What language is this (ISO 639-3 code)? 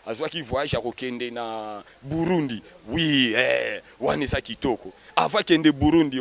lin